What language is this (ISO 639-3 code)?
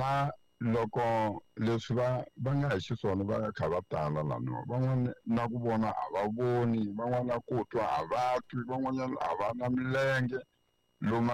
tso